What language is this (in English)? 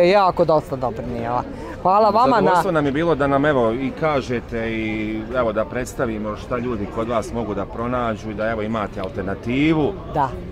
Bosnian